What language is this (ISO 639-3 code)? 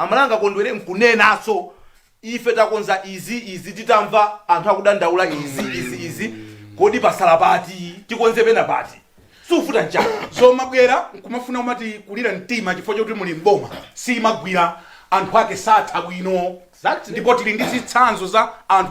nya